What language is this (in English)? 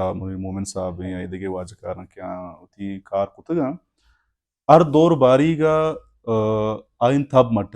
Baluchi